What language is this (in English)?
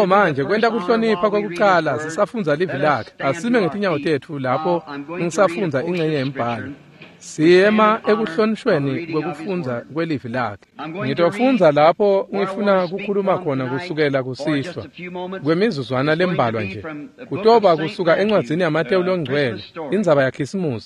Swati